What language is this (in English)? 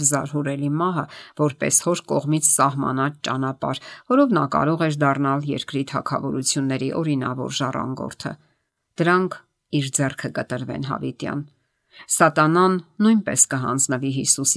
Armenian